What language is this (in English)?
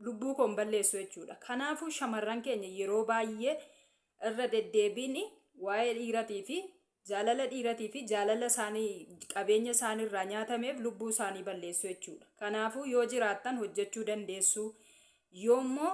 Oromo